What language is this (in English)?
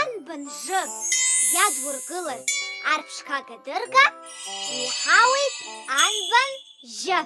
Abkhazian